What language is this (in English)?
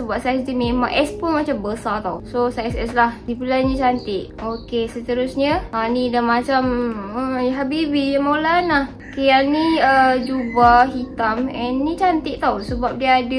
Malay